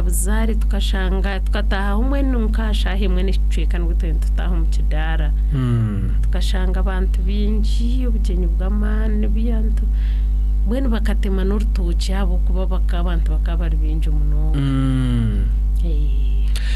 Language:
Nyankole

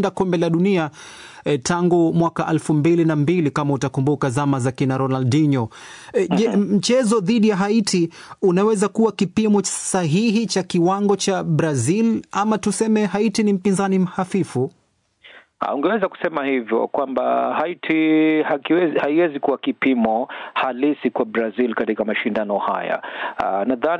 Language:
Swahili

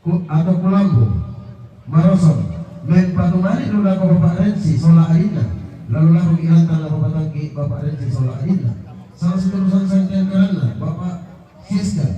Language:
Toraja-Sa'dan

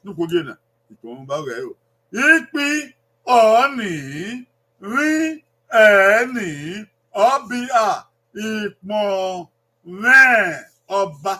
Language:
Bini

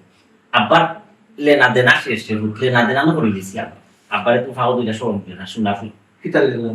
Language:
Sylheti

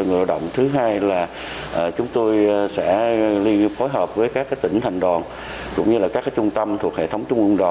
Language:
Vietnamese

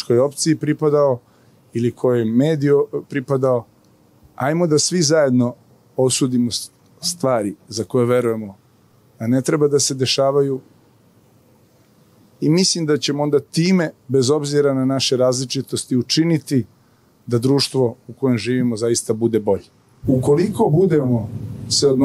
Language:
Serbian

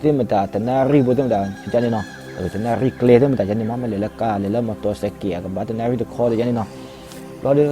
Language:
S'gaw Karen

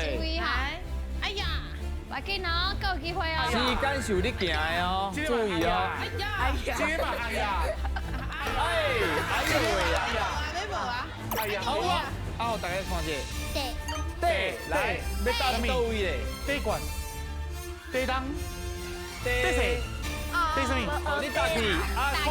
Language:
Min Nan Chinese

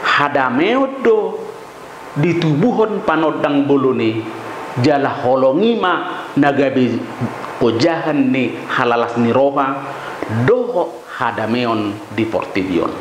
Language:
Batak Toba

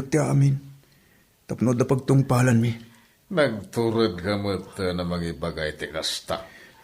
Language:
Iloko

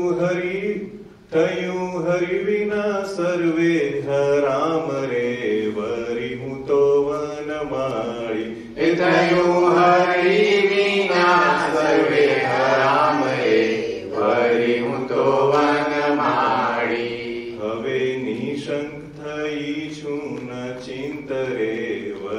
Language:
Gujarati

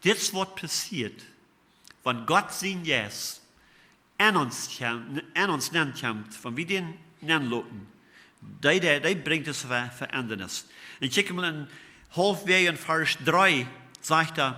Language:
Plautdietsch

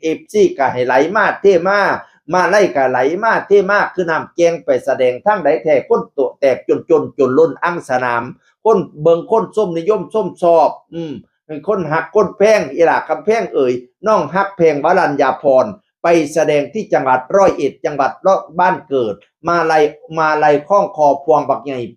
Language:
Northeastern Thai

